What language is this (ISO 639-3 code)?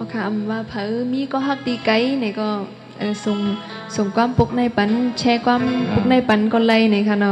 shn